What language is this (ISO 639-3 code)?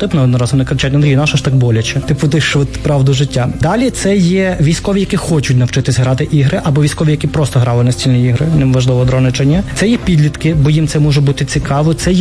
ukr